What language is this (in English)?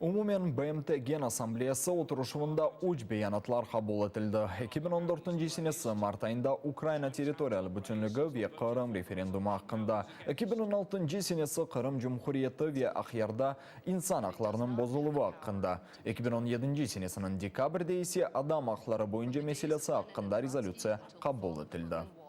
Crimean Tatar